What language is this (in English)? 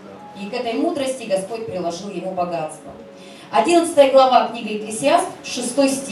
Russian